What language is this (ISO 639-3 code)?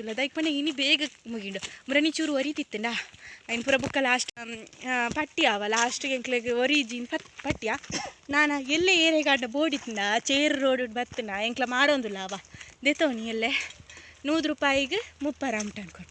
tcy